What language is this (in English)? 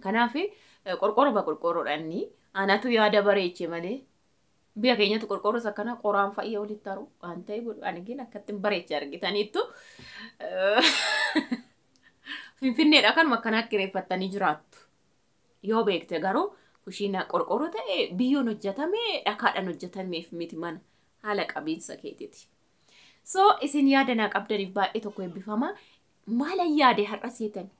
Oromo